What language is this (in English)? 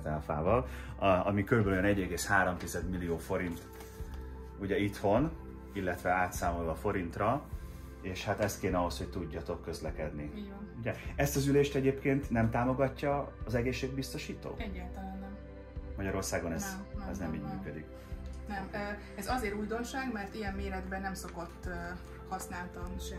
Hungarian